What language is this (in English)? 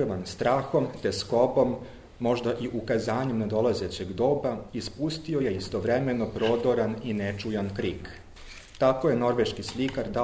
Serbian